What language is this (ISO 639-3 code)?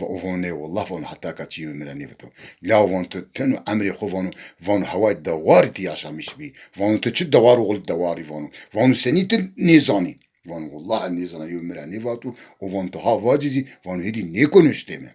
zza